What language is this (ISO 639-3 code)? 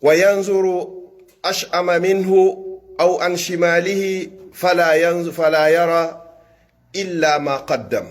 fuf